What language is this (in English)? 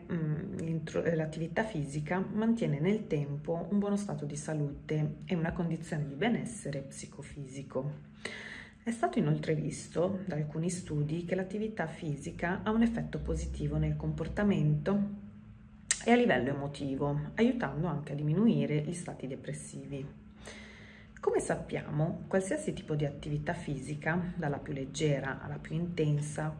Italian